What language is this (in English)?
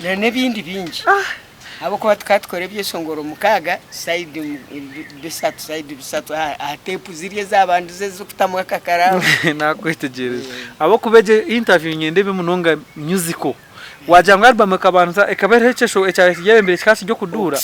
Nyankole